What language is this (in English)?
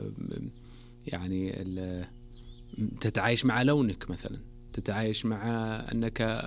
Najdi Arabic